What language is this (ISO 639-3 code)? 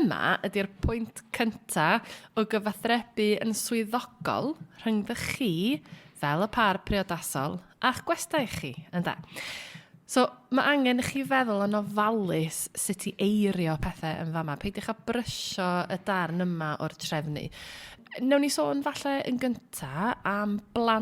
cym